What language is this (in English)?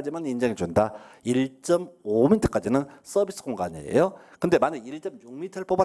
Korean